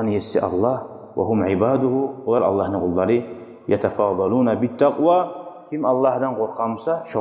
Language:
Kumyk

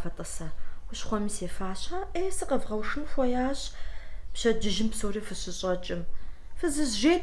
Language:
Kabardian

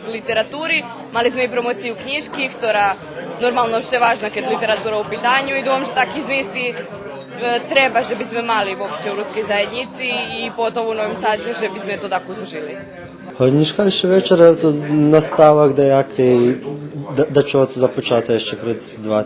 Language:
Rusyn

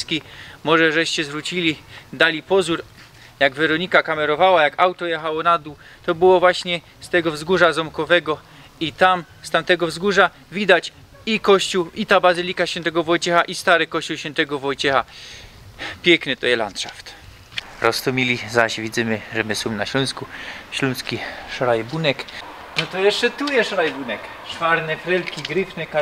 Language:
Silesian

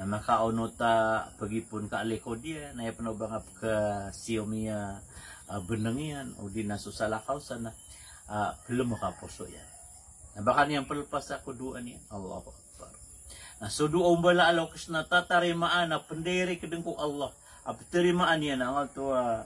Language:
Maranao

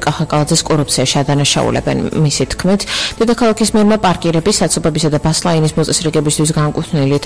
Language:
Georgian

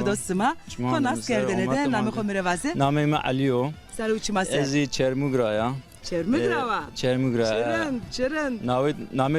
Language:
Zaza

